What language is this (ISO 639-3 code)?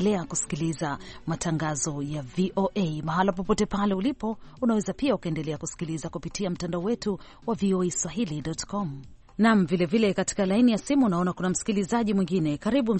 swa